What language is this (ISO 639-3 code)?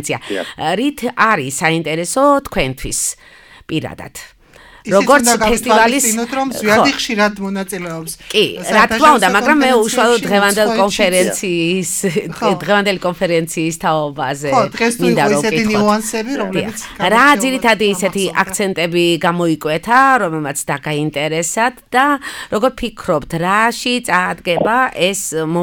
kat